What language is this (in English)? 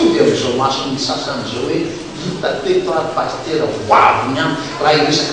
Malagasy